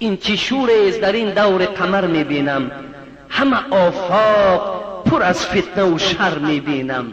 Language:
Tajik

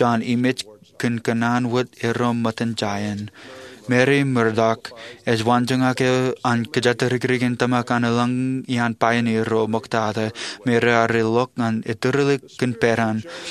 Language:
Marshallese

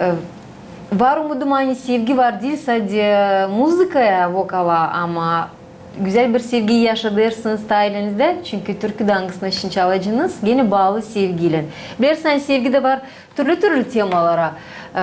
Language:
Gagauz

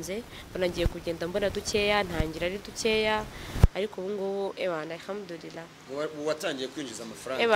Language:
Kinyarwanda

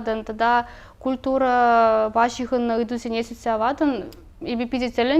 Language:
Chuvash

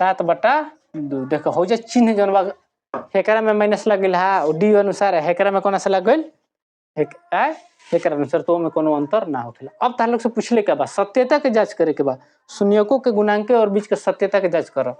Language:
Bhojpuri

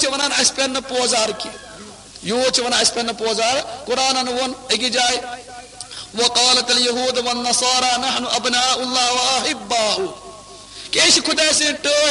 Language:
Kashmiri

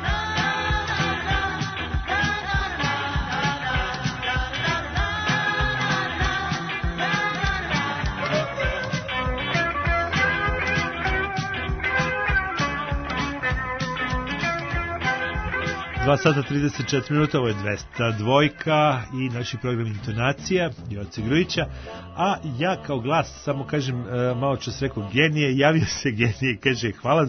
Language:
Serbian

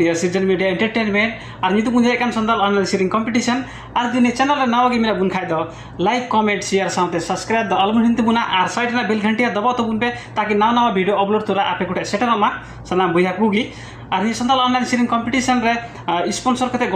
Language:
Santali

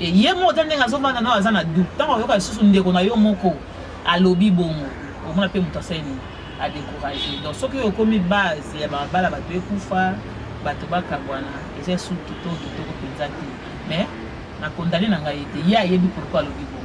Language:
Lingala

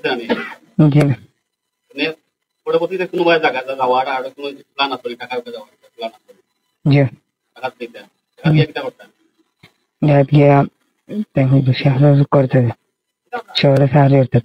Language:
Sylheti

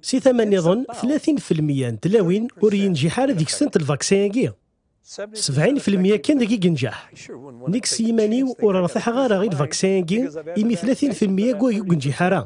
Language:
Kabyle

